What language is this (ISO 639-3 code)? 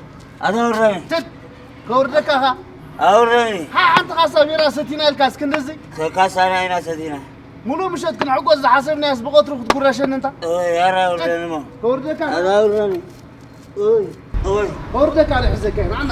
tir